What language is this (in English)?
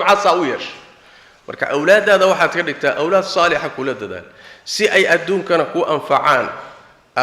Somali